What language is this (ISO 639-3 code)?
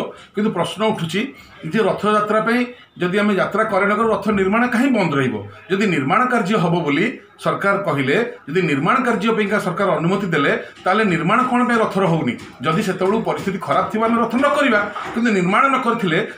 ori